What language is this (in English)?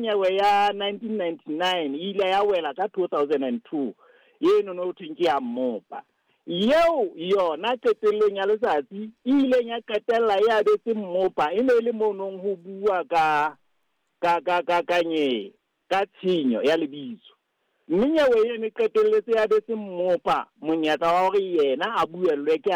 Southern Sotho